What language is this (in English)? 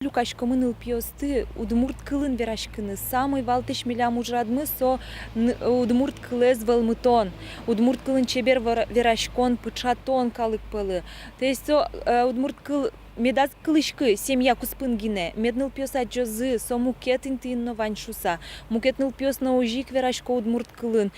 Udmurt